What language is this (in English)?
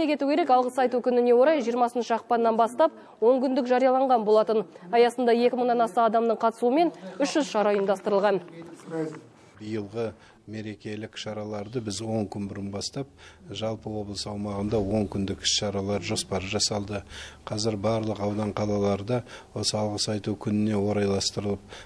Kazakh